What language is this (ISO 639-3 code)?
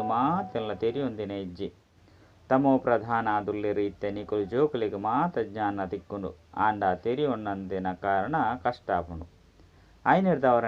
tcy